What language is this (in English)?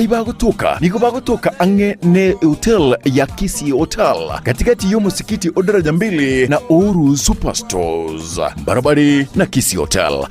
Gusii